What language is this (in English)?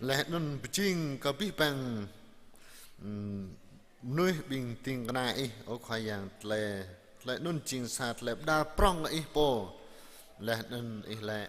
Jarai